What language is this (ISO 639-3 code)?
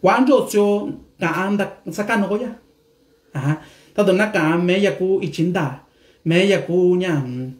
mix